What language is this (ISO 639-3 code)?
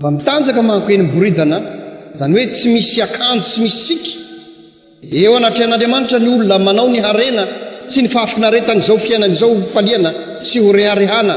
mlg